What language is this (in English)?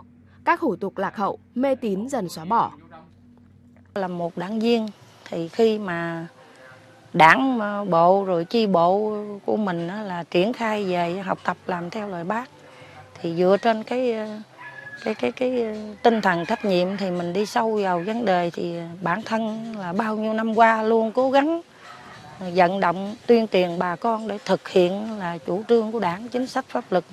Vietnamese